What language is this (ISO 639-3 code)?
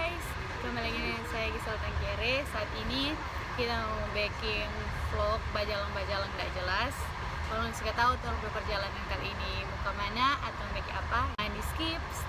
xmm